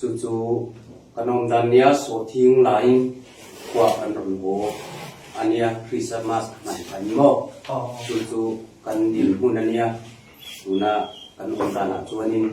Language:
Falam Chin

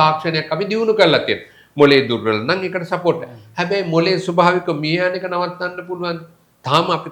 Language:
Sinhala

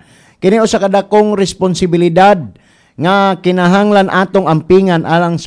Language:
Cebuano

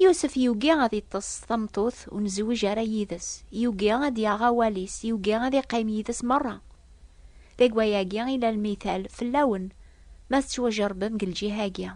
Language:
Kabyle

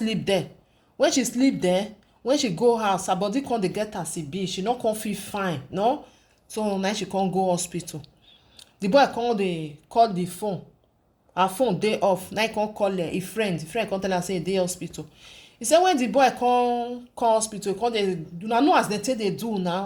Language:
Nigerian Pidgin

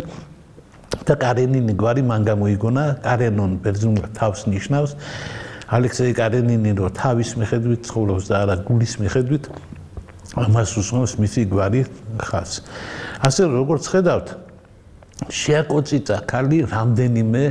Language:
Georgian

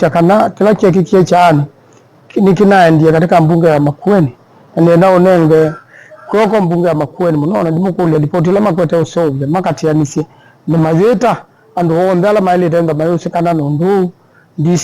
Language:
Kamba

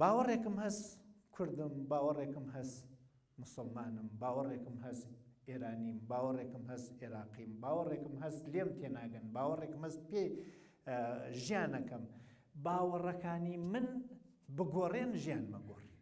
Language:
Central Kurdish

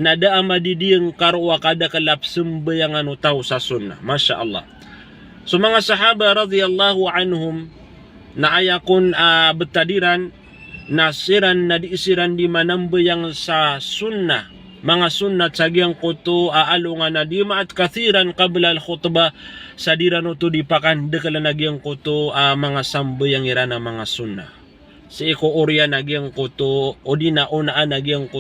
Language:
Maranao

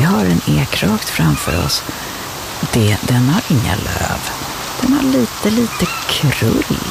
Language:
Swedish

